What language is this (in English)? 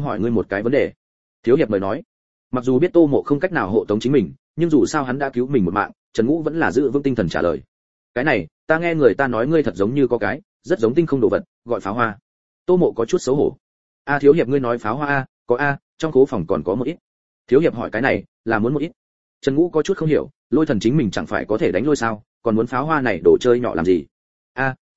Vietnamese